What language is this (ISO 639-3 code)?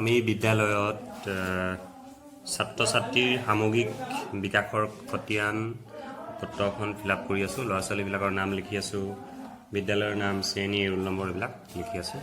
asm